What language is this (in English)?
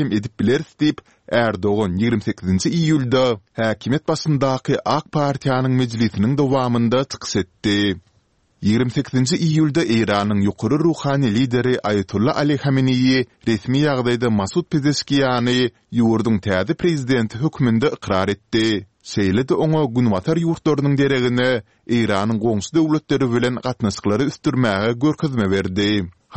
Turkmen